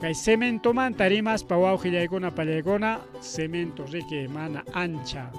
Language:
Ayacucho Quechua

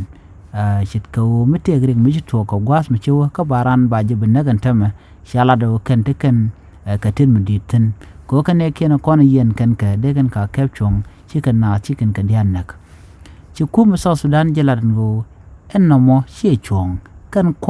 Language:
Nuer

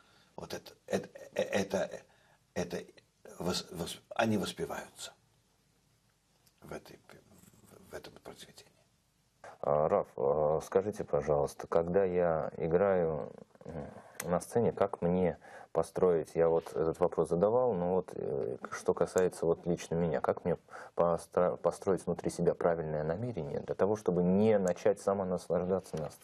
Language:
Russian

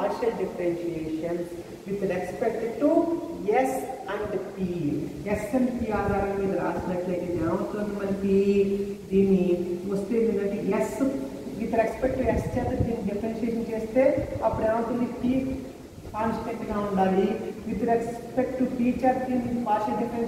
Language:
Telugu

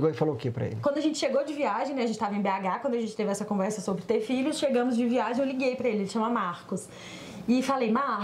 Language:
Portuguese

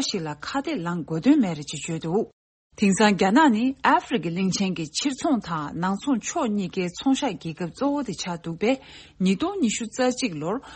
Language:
Tibetan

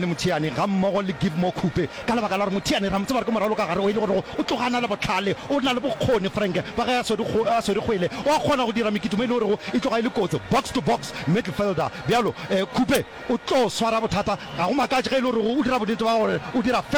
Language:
Northern Sotho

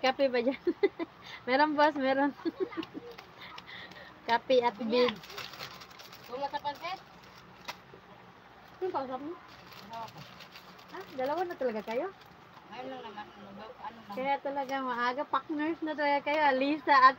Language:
Filipino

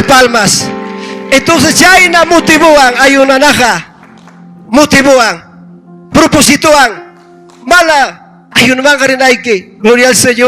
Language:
Ayacucho Quechua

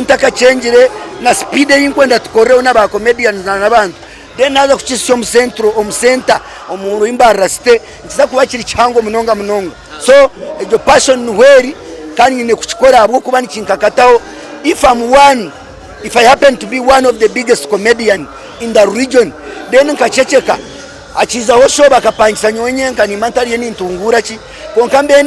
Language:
Nyankole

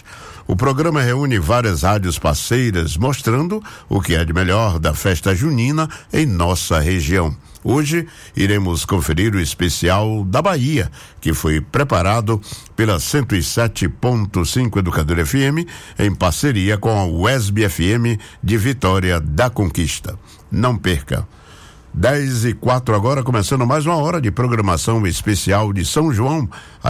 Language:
Portuguese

